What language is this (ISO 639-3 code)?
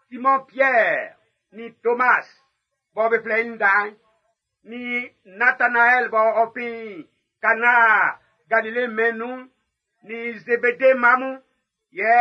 bci